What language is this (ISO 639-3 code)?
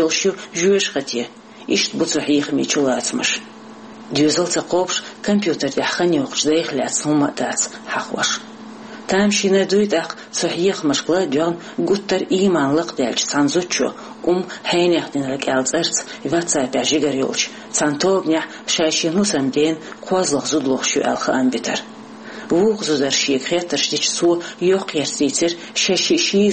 che